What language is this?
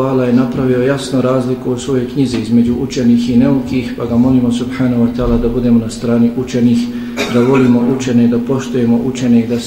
Bosnian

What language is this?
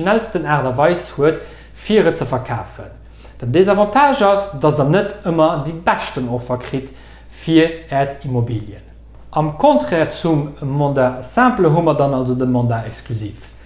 Luxembourgish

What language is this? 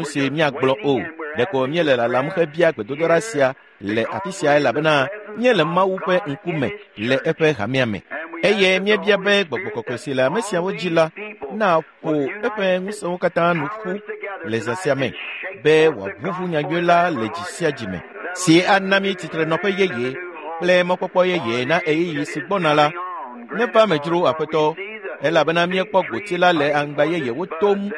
Ewe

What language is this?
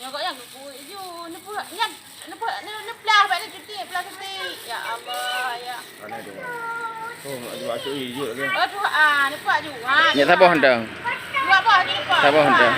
Achinese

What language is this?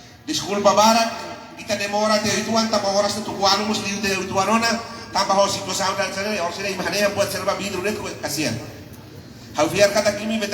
Tetum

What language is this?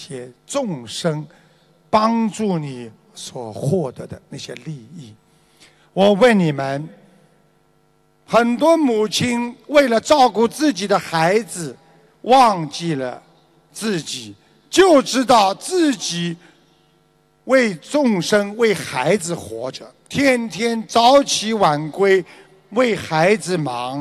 Chinese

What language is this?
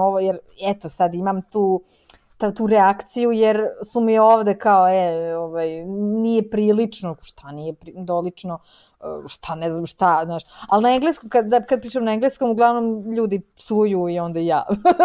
Serbian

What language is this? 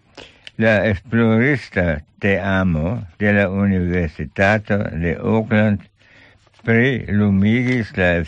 Esperanto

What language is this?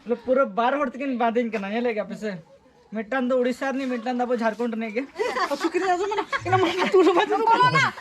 Santali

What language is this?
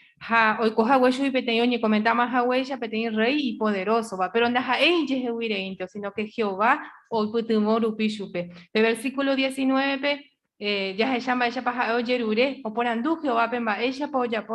Guarani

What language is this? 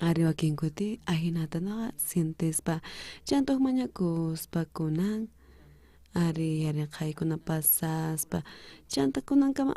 South Bolivian Quechua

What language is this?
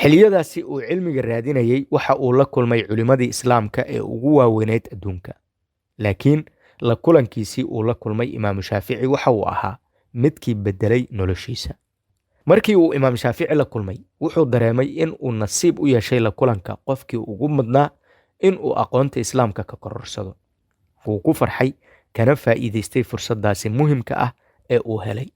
Somali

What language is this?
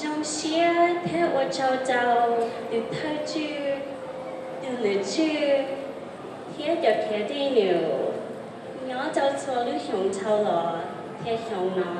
Hmong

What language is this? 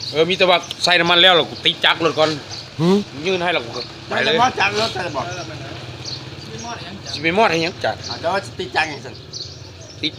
Lao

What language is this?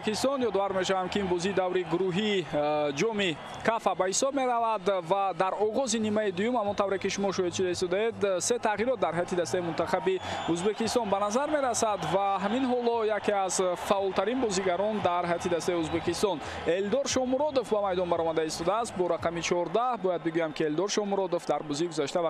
Tajik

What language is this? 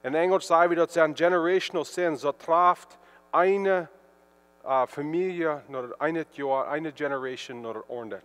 Plautdietsch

